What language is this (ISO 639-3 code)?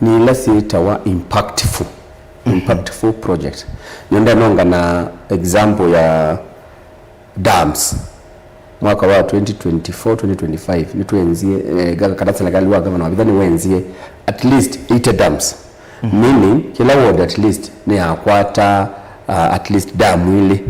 kam